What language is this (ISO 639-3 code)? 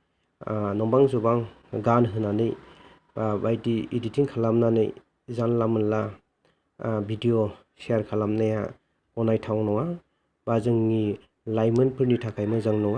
brx